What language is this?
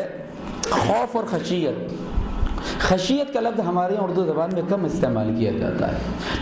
Urdu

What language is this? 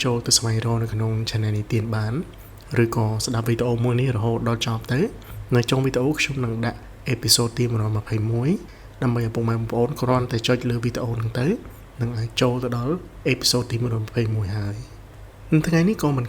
Khmer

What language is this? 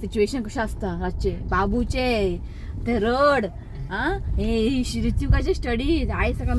Konkani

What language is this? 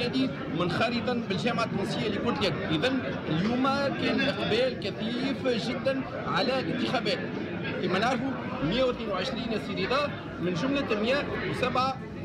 Tunisian Arabic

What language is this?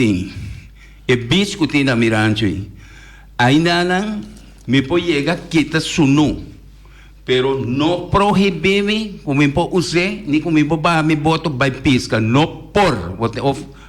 Papiamento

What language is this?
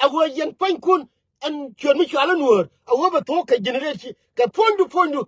Nuer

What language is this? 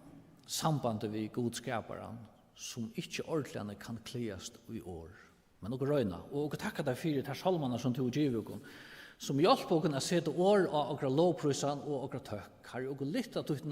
Faroese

